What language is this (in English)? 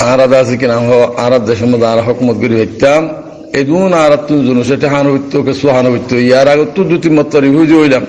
Rohingya